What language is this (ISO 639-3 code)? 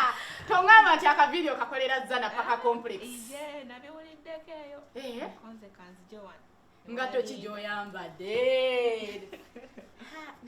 lug